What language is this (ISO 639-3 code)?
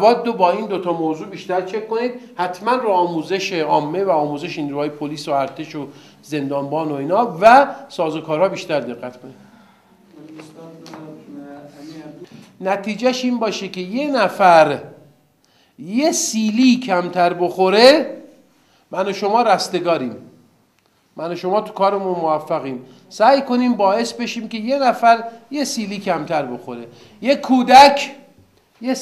fas